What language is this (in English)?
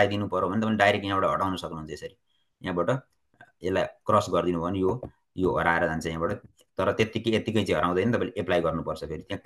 Nepali